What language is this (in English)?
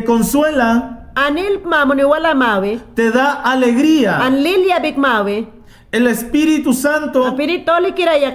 Mayangna